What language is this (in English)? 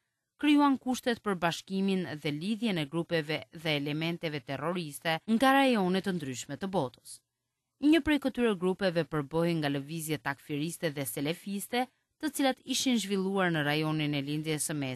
Albanian